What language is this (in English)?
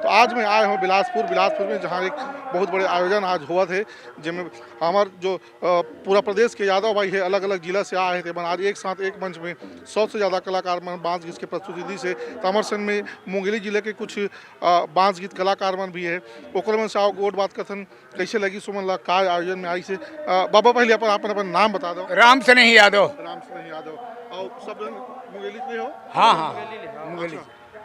Chhattisgarhi